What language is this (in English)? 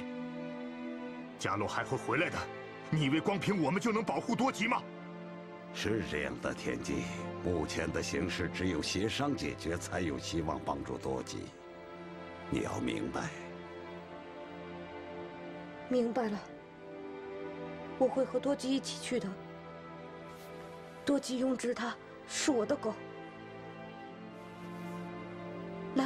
Chinese